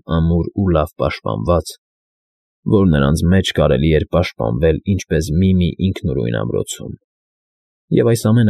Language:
Armenian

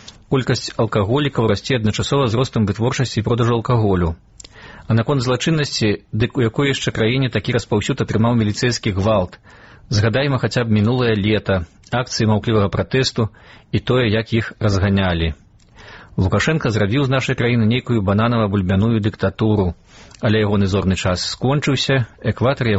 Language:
Belarusian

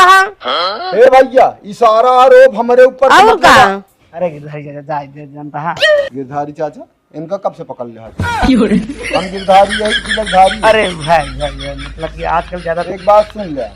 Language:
Awadhi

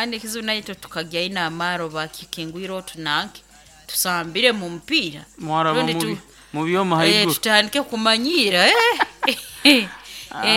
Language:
Nyoro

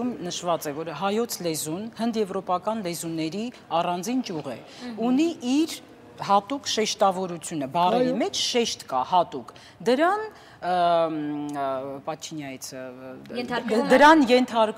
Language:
Armenian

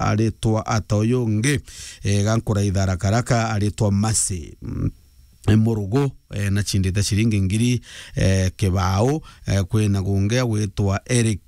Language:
Meru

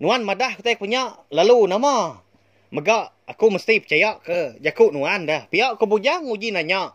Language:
Iban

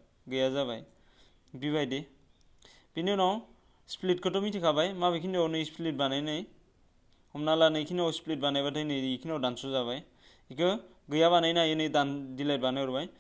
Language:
Bodo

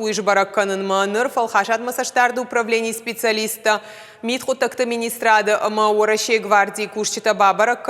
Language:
Ossetic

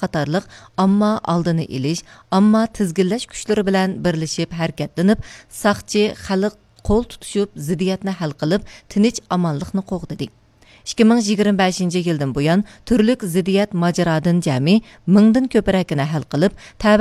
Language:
Uyghur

